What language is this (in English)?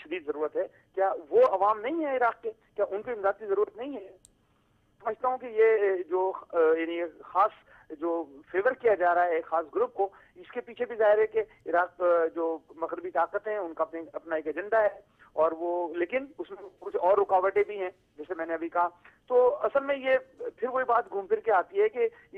Urdu